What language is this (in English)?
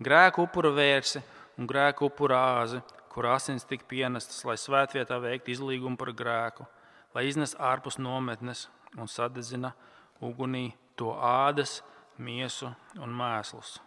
Latvian